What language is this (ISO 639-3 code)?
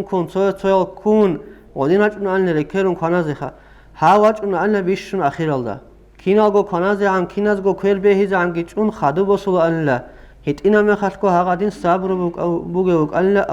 ava